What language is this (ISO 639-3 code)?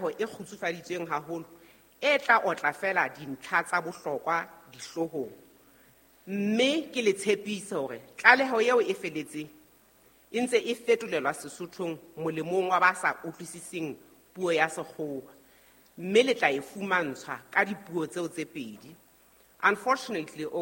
sot